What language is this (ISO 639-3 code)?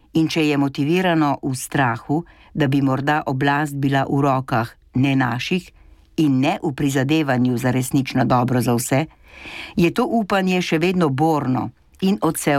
slv